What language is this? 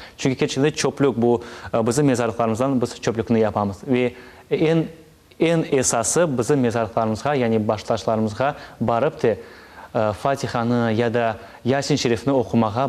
Crimean Tatar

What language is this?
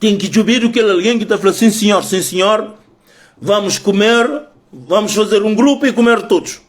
Kabuverdianu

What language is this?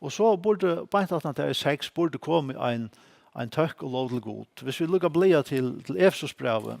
Faroese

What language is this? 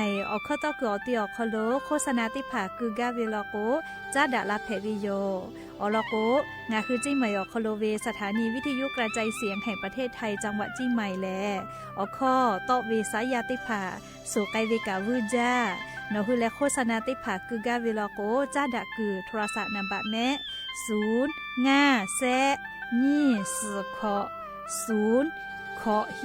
Lahu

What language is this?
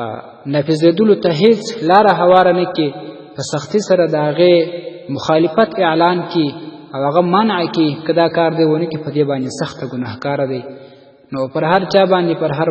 Pashto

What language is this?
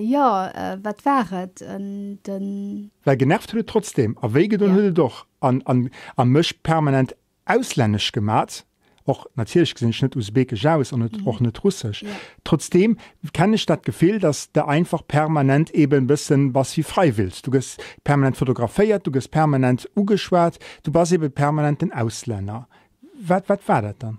Luxembourgish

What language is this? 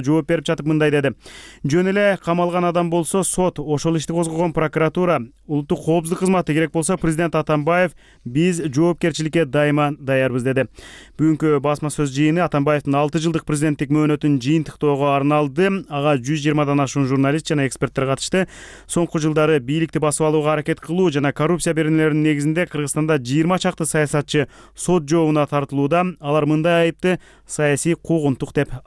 Kyrgyz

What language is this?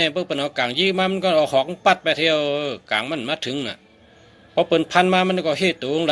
Shan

